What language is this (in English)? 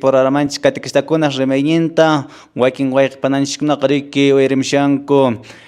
Quechua